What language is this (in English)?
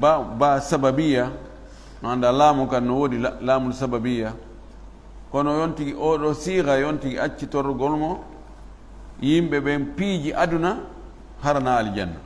Fula